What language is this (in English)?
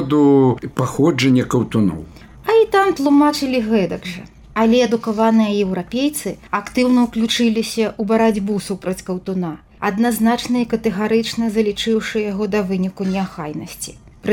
Belarusian